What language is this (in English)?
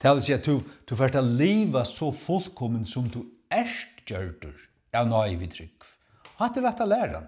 Faroese